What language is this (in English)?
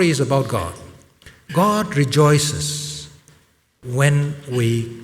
Tangkhul Naga (India)